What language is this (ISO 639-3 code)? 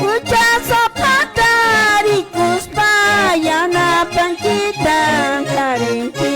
que